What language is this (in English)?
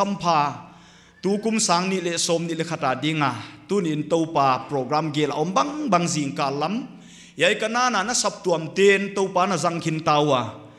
Paite Chin